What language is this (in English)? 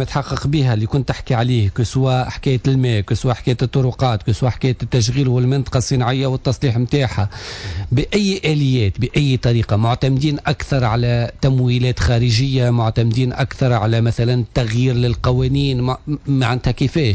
Tunisian Arabic